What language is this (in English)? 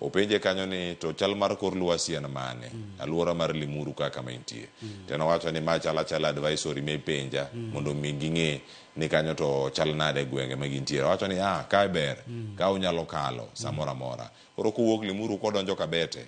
Luo (Kenya and Tanzania)